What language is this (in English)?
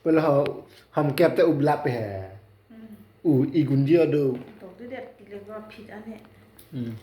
Karbi